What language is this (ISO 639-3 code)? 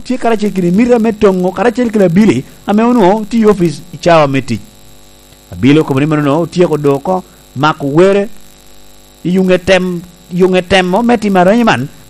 laj